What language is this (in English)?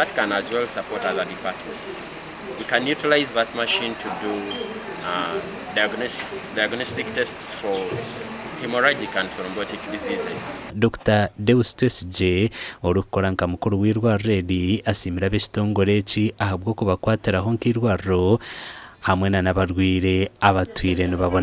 Nyankole